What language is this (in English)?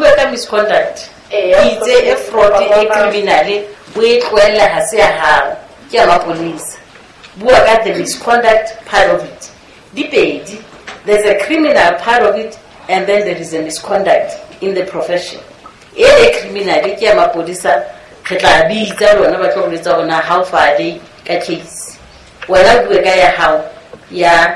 Southern Sotho